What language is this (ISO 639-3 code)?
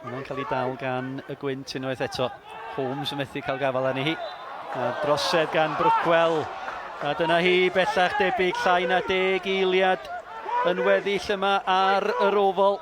cym